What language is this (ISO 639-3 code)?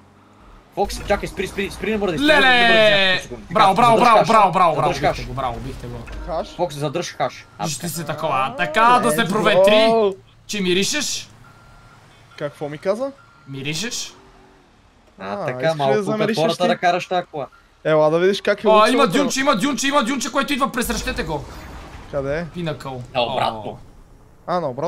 bul